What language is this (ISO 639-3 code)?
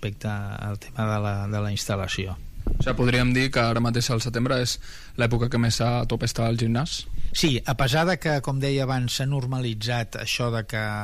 cat